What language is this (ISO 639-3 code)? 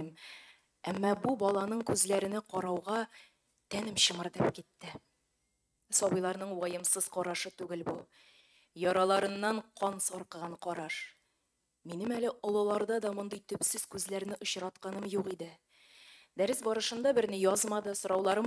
tat